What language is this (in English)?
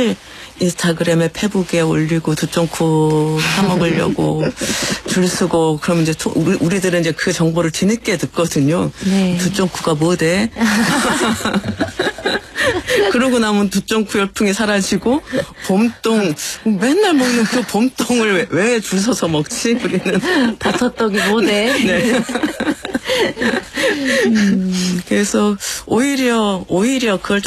Korean